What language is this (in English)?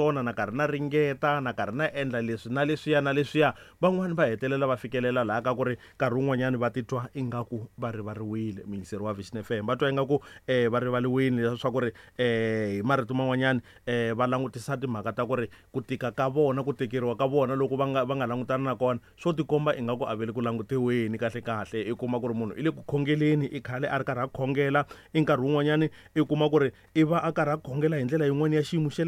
Tsonga